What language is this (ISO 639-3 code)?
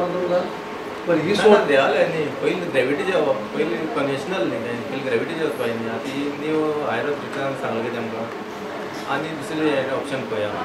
kok